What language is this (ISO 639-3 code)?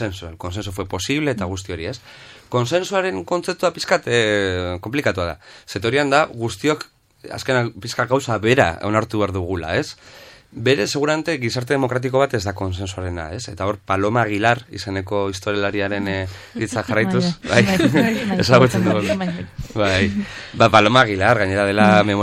eus